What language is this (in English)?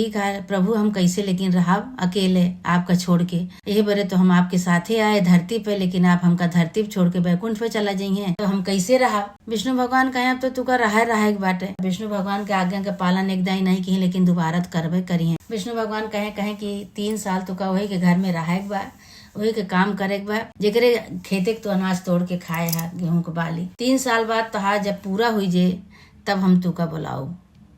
Awadhi